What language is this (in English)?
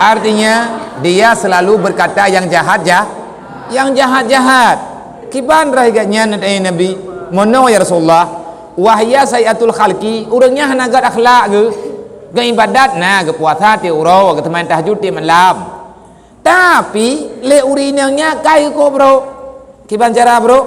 Achinese